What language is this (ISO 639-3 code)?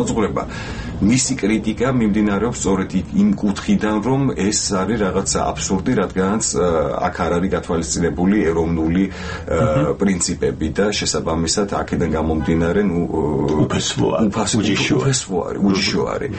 kat